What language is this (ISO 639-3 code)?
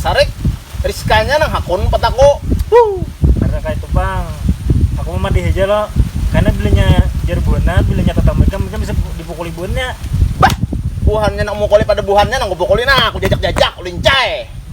bjn